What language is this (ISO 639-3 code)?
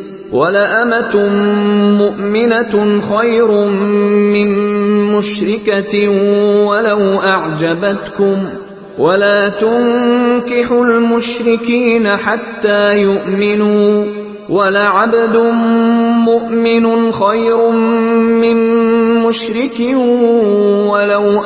ara